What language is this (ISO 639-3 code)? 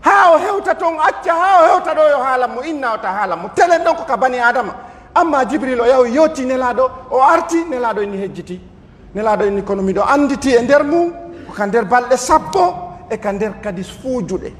fuf